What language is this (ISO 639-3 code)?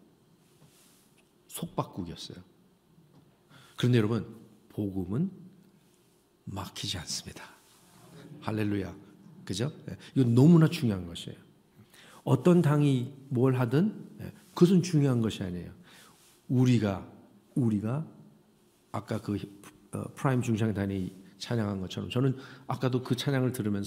kor